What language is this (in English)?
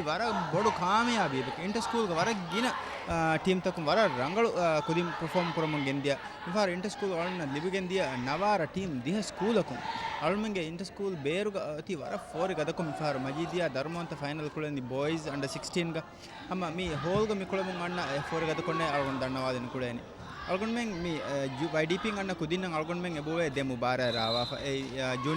Divehi